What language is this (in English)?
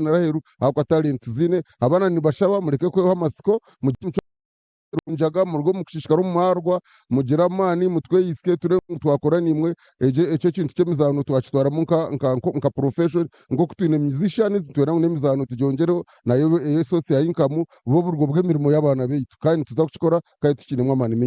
Nyankole